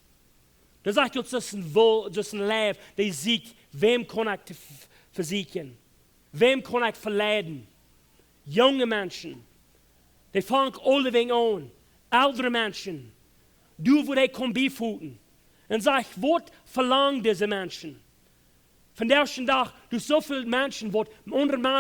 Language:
Plautdietsch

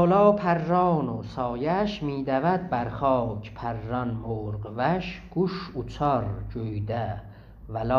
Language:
South Azerbaijani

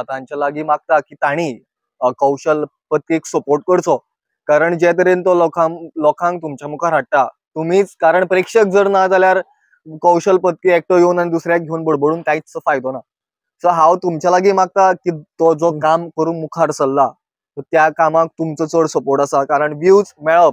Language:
Konkani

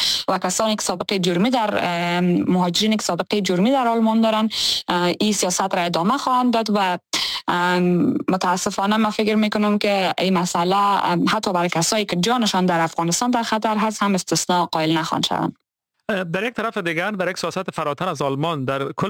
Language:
Persian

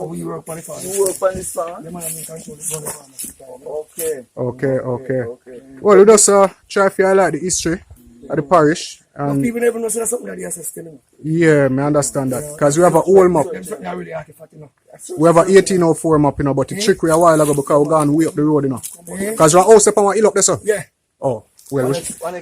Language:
Jamaican Creole English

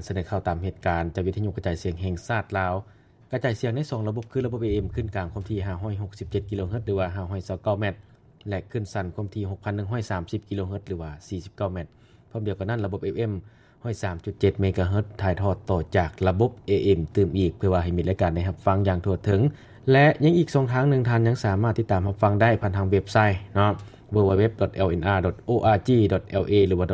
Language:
Lao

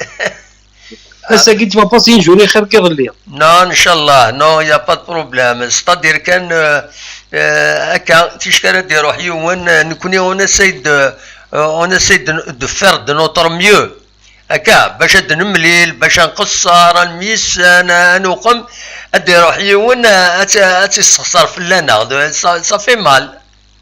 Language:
Kabyle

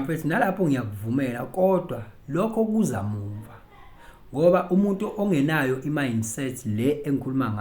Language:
Zulu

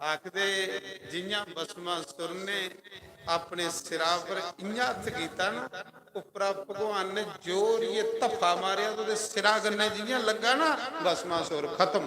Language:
Dogri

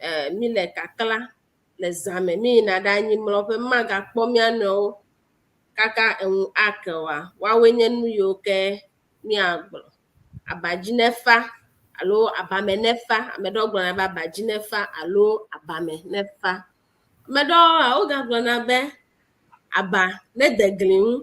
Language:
Ewe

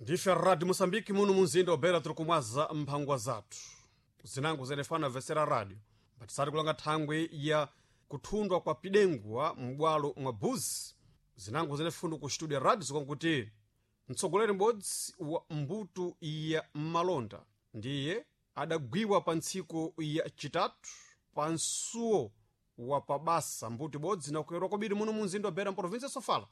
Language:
Sena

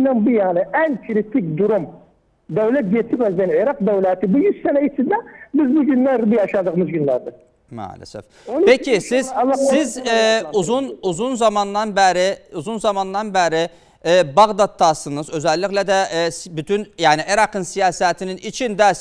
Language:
Turkish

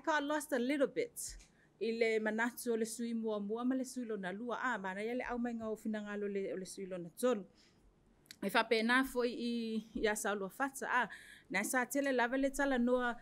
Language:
Samoan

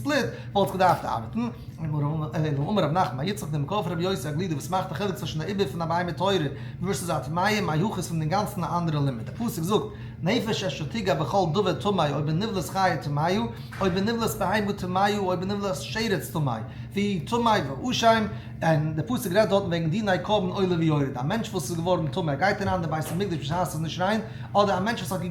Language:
Yiddish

